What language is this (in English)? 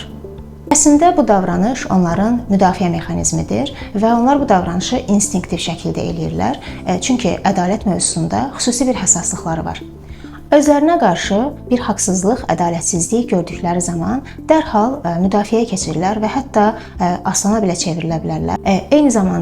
Azerbaijani